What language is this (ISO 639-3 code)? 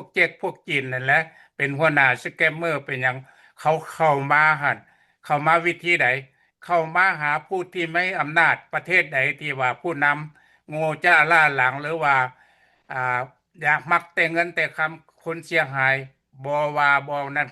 lao